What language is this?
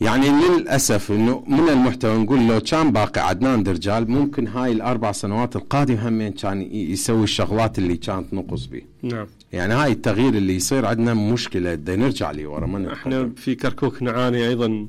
Mesopotamian Arabic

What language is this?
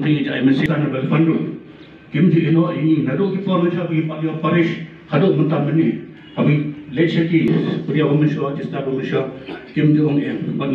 Khasi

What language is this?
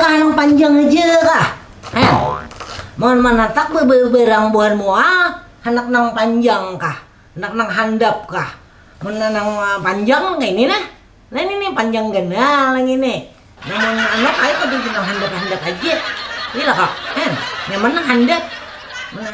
Banjar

